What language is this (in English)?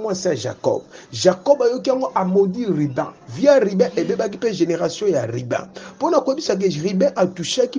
Lingala